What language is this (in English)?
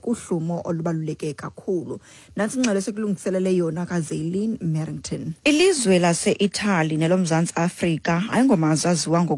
Xhosa